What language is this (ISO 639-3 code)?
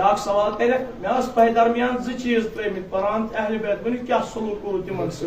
kas